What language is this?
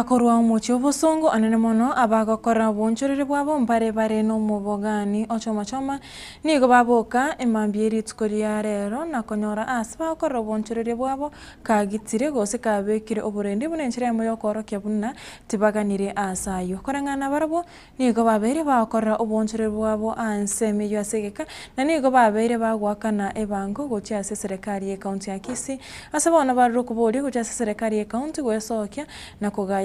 Gusii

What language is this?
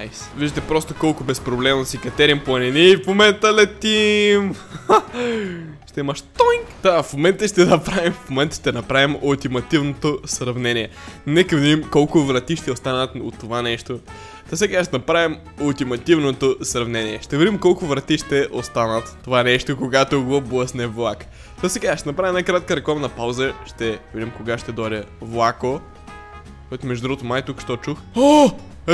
Bulgarian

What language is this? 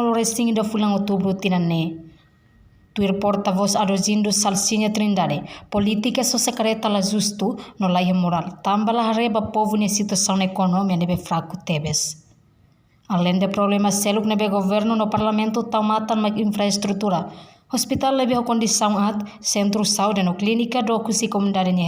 Tetum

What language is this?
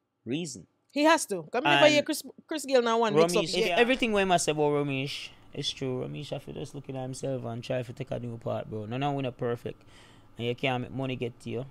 Jamaican Creole English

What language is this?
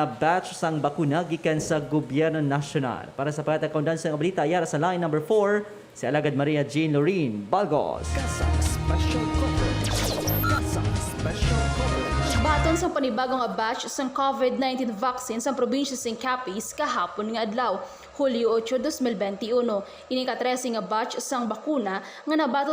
Hiligaynon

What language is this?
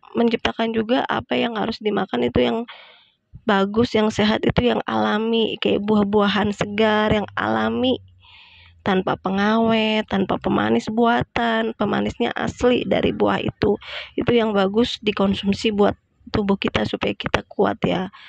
Indonesian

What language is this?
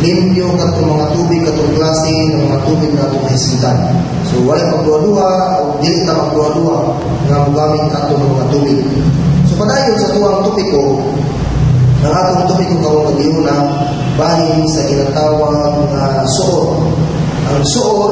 Cebuano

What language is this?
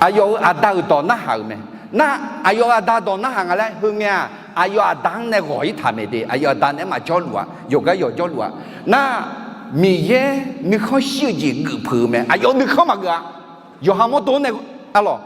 Akha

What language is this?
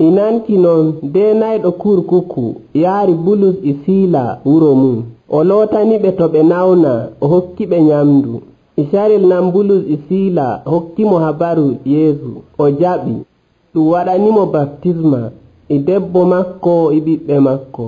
Nigerian Fulfulde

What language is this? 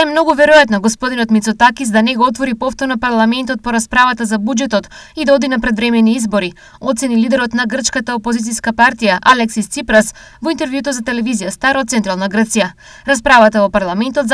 Macedonian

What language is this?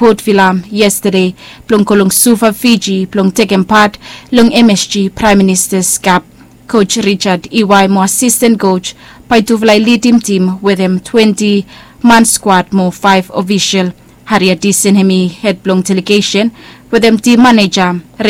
Bislama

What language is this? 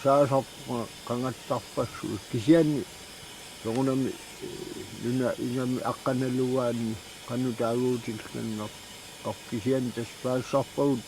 Kalaallisut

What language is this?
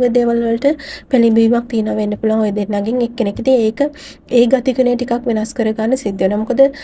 Sinhala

